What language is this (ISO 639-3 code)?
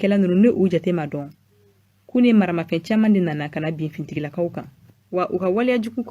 bam